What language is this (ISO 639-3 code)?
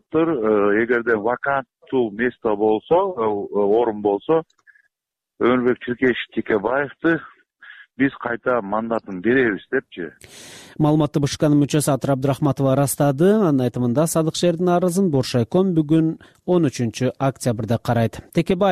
kir